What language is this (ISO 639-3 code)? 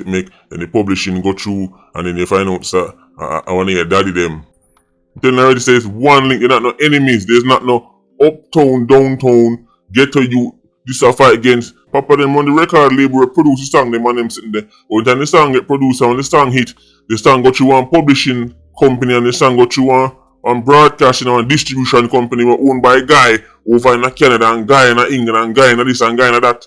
jam